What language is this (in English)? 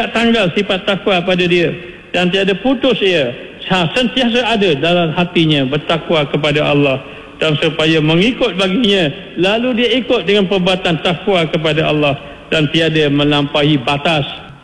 Malay